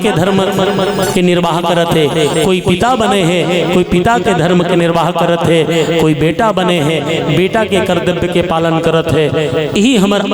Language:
Chhattisgarhi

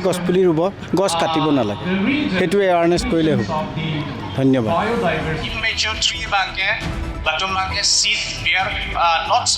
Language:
Karbi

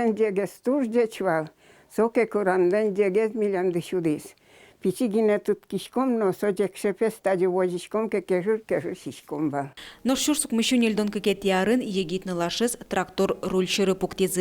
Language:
Udmurt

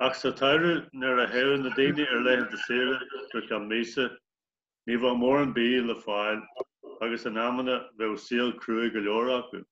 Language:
Irish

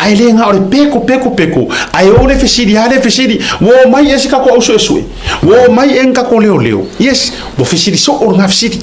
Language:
Samoan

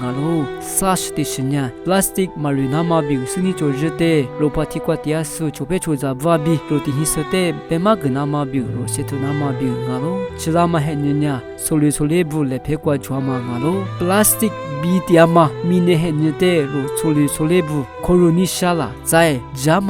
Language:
Lisu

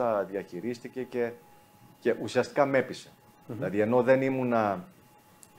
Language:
Greek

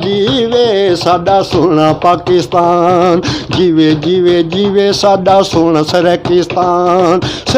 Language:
Saraiki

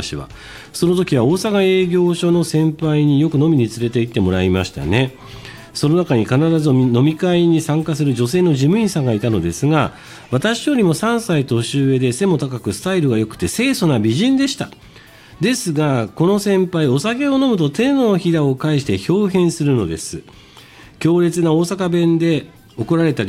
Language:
Japanese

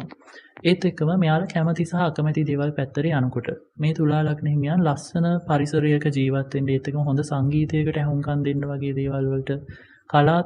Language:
Sinhala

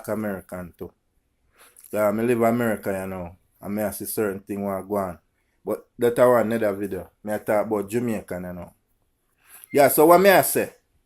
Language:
Jamaican Creole English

